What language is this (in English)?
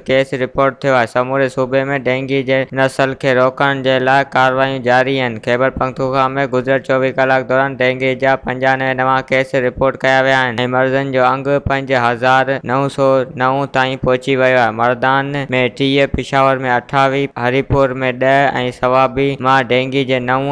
Sindhi